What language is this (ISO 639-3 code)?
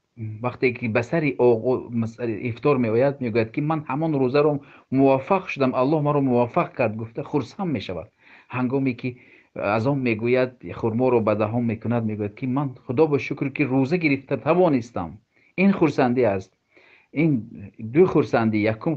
tgk